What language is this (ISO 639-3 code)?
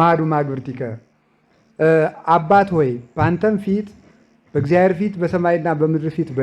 amh